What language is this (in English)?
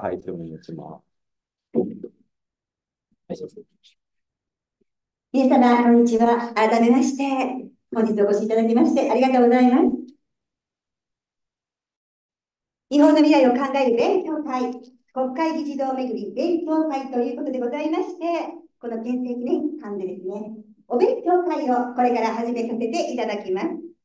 Japanese